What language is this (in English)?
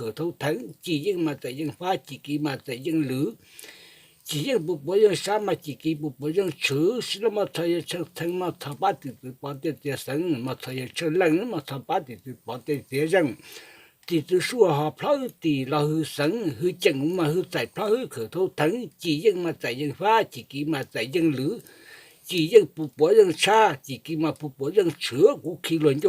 Hmong